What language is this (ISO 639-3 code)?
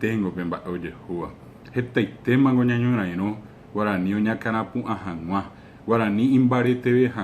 grn